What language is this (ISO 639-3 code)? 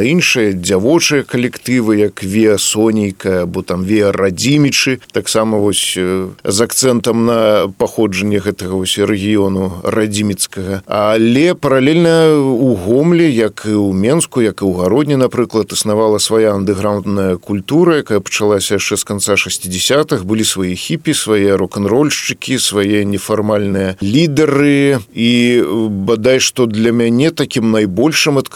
bel